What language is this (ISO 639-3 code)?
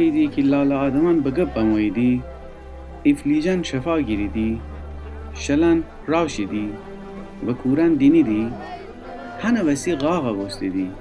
glk